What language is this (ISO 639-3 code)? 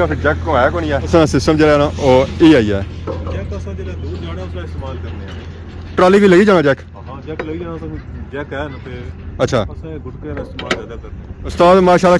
phr